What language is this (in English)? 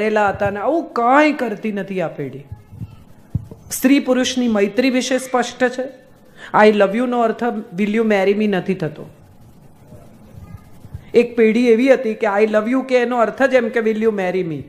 Gujarati